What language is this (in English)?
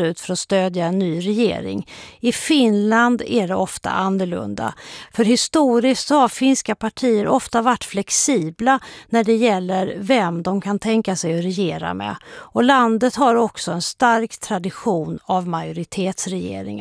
Swedish